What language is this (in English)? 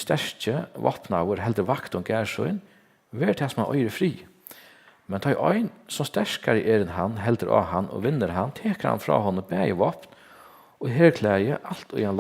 Faroese